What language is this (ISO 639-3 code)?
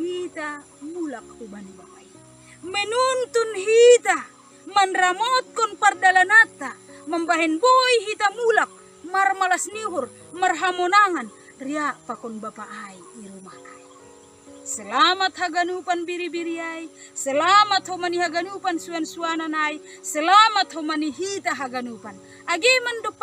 bts